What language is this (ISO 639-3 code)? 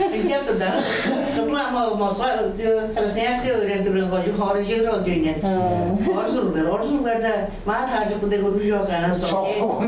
tyv